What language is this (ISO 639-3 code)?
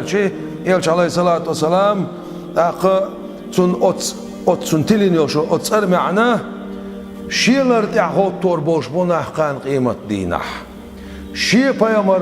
che